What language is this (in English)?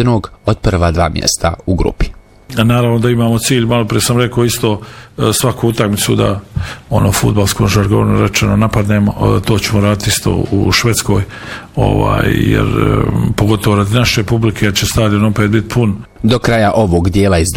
Bosnian